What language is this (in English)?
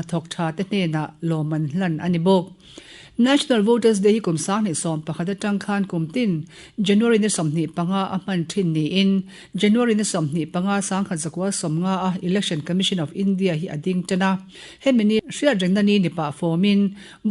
Mizo